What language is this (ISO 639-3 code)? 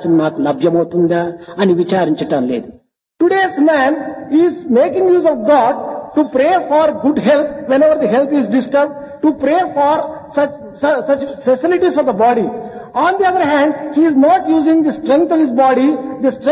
tel